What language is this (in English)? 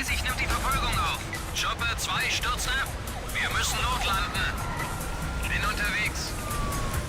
Bavarian